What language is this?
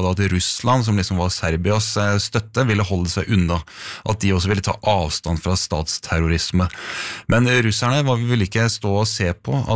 Norwegian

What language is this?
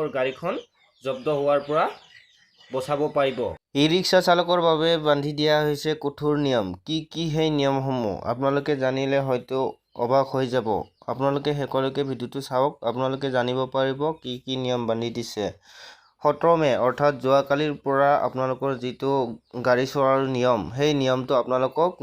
Assamese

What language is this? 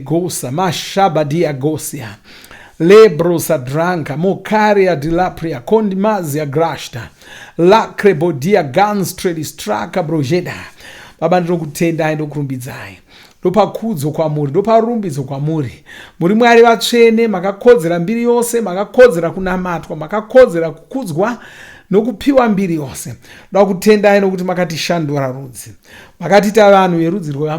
Shona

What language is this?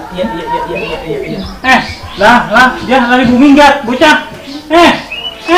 Betawi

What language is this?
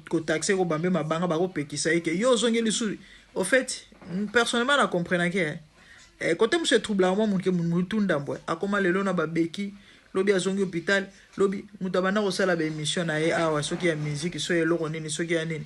Lingala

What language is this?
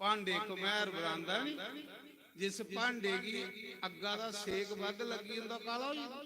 Dogri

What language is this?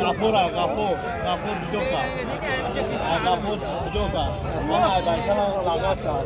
Tajik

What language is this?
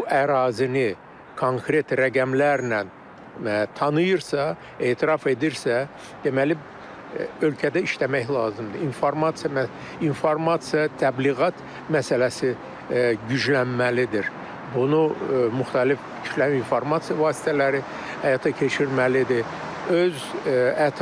Azerbaijani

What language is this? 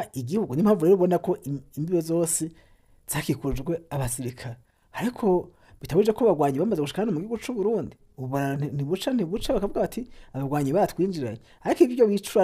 Rundi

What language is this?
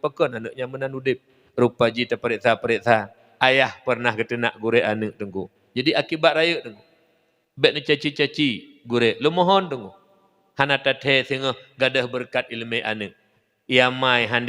Achinese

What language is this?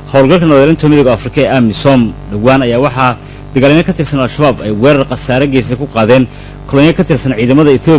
Somali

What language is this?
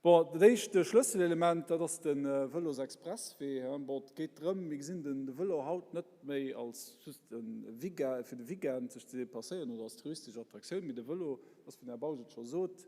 Luxembourgish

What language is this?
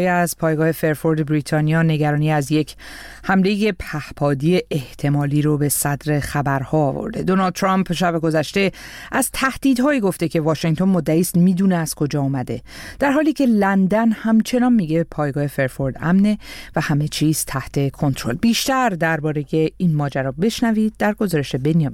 Persian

